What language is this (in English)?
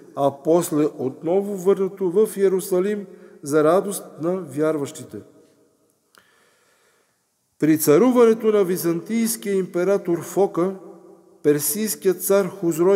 Bulgarian